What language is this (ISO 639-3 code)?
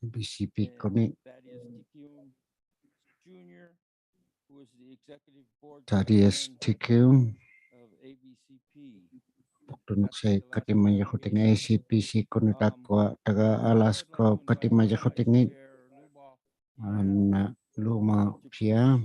iku